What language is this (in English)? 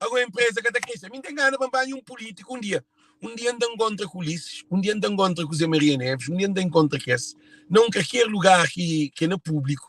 Kabuverdianu